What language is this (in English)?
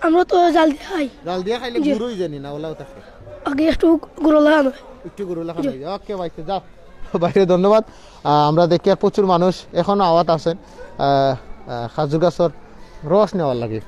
Sylheti